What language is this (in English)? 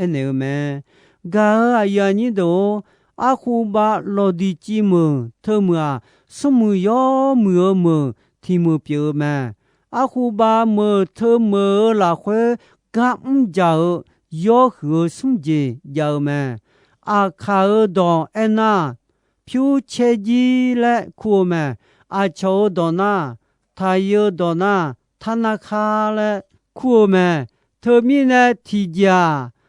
Akha